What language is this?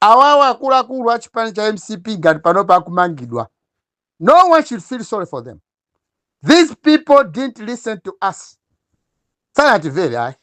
Nyanja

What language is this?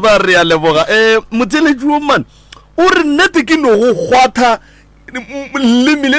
Northern Sotho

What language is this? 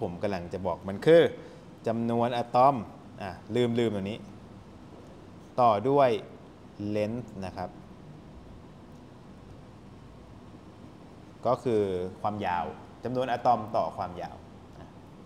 Thai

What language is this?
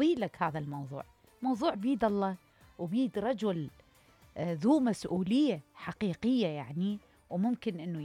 Mesopotamian Arabic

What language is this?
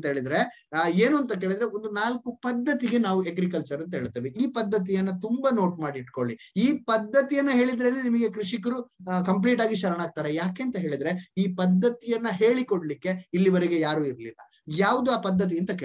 Kannada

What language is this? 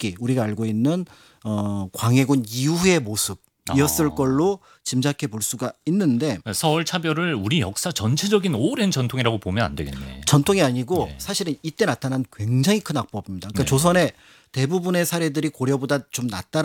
Korean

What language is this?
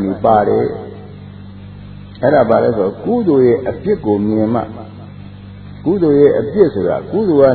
Burmese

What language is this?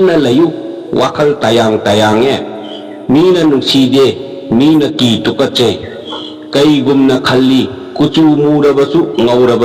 Manipuri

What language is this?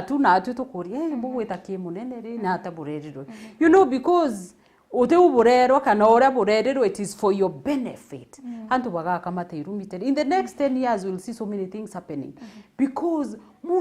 Meru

